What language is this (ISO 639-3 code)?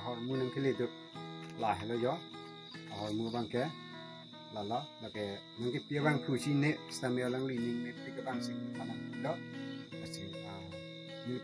mjw